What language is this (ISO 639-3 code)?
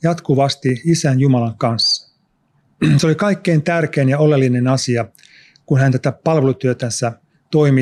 fin